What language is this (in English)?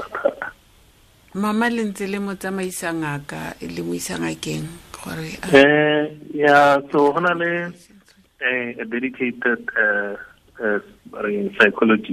Tswana